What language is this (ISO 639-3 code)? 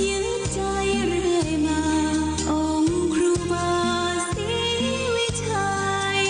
pli